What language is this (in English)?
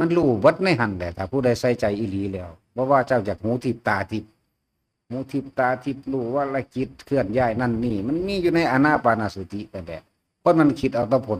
Northeastern Thai